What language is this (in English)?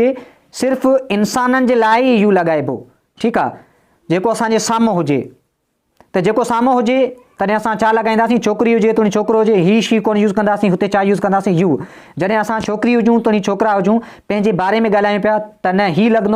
Sindhi